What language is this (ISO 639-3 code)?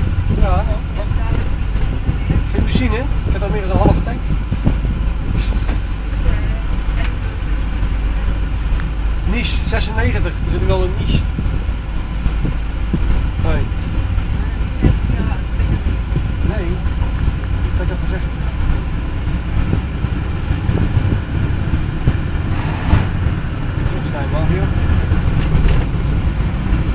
nld